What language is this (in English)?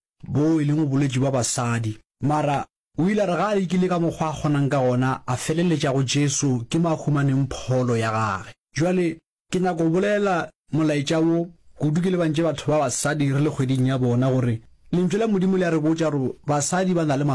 Northern Sotho